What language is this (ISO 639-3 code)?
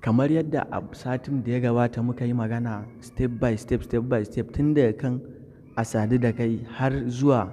hau